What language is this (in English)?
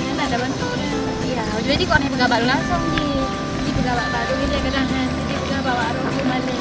Achinese